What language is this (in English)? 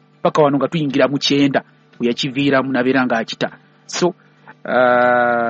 Ganda